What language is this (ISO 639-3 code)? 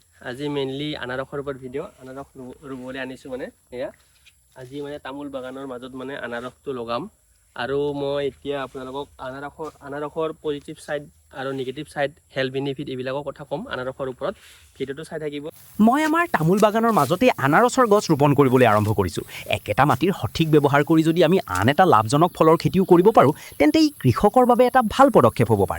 asm